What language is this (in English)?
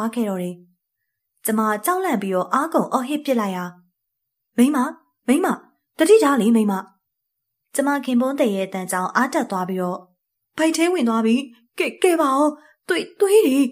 Burmese